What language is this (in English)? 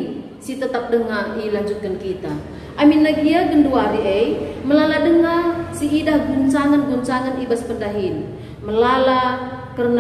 Batak Karo